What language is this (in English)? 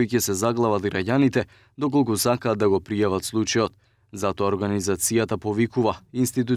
Macedonian